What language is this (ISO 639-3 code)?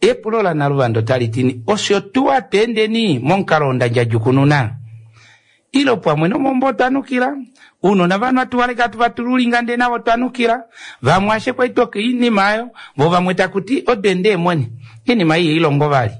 kua